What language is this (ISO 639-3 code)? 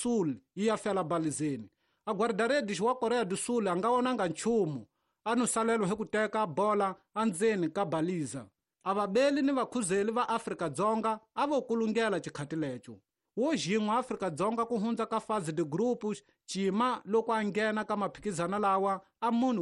tso